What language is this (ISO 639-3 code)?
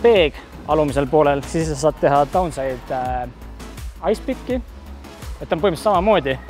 est